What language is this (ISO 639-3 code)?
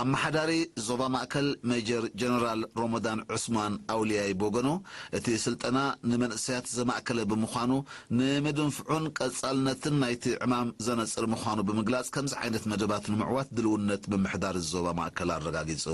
tir